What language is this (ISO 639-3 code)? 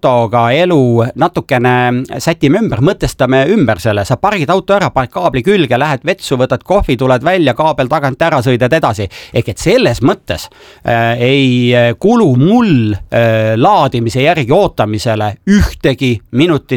est